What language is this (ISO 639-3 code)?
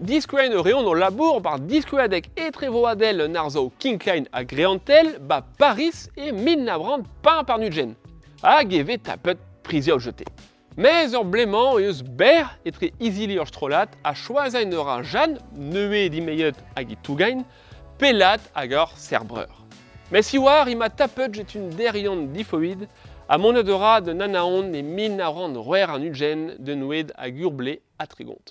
bre